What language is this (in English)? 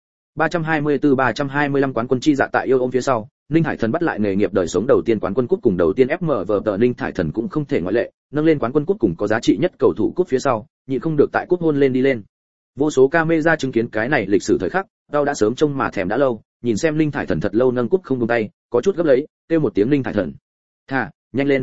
Vietnamese